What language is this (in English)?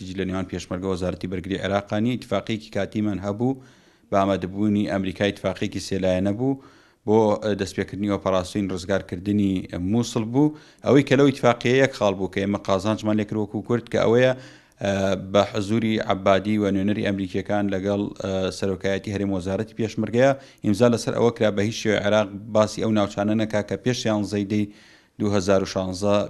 Central Kurdish